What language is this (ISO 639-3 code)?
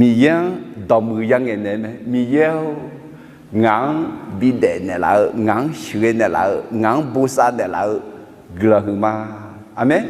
ahk